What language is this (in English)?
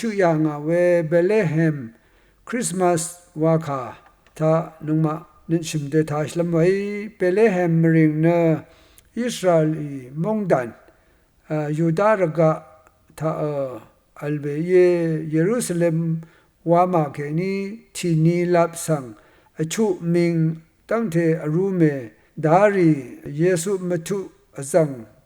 Rawang